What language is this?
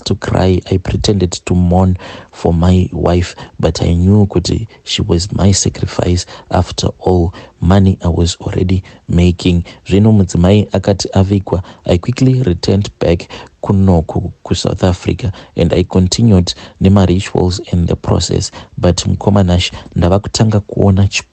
Shona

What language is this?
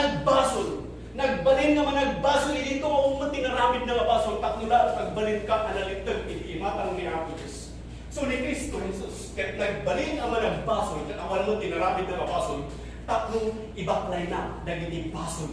Iloko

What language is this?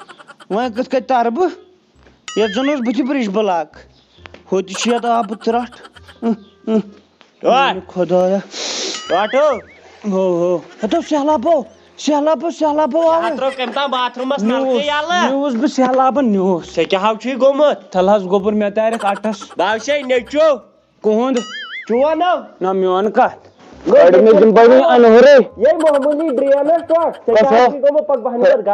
Kashmiri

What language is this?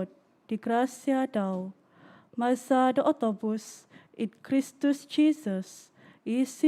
Central Dusun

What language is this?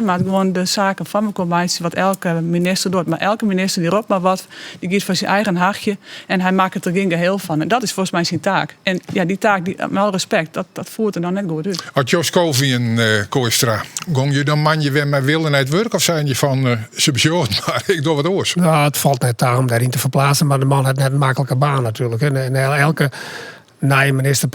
Western Frisian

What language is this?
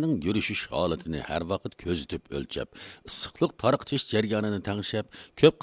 Uyghur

